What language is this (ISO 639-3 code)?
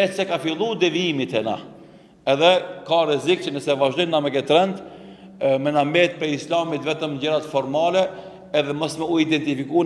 sqi